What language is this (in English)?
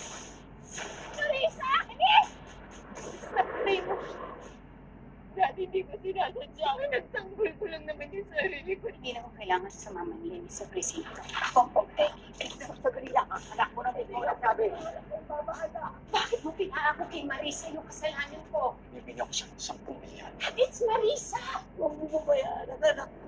Filipino